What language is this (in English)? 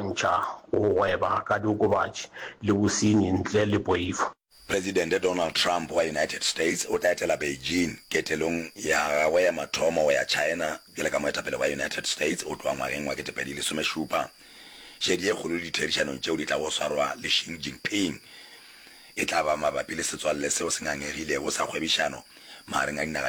Northern Sotho